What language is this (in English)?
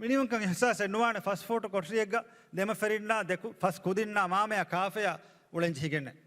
Divehi